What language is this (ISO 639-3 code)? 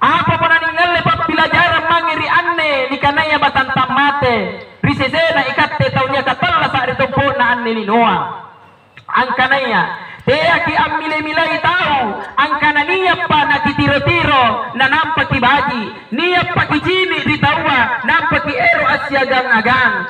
mak